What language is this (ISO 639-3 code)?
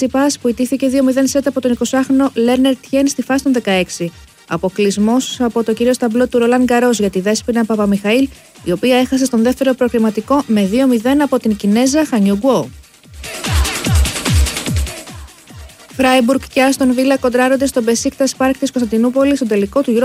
ell